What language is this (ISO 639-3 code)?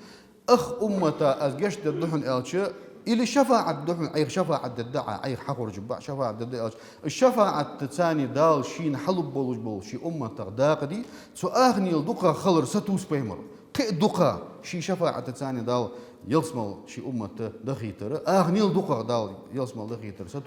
inh